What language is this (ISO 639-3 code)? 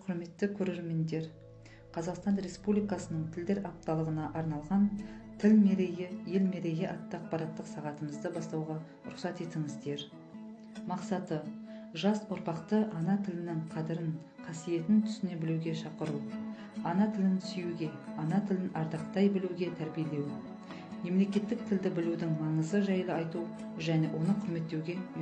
kaz